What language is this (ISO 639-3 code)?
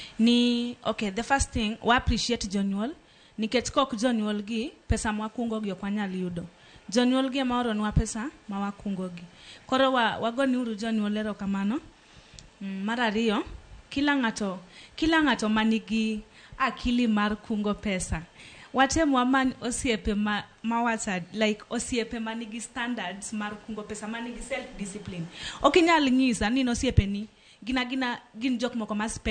luo